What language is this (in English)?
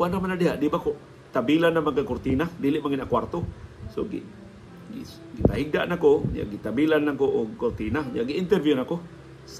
Cebuano